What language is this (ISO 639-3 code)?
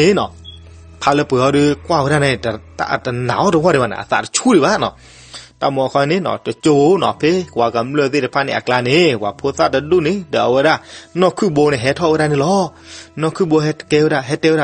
ksw